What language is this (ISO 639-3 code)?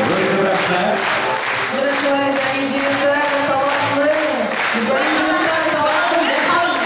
bak